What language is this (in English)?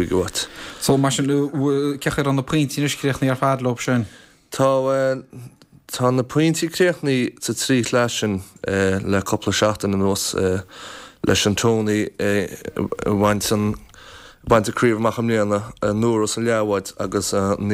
Irish